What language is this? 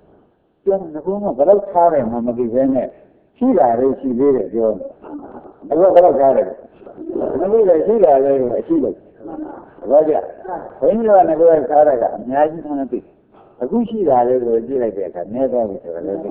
Burmese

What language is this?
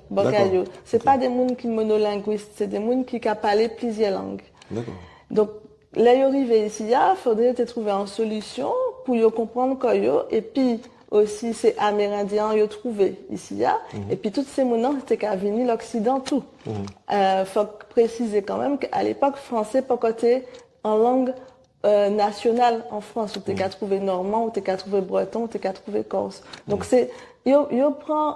Guadeloupean Creole French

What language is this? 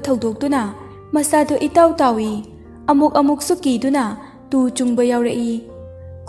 Manipuri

